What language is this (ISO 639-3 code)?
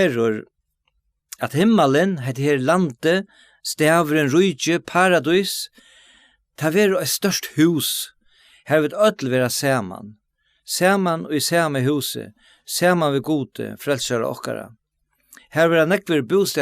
fao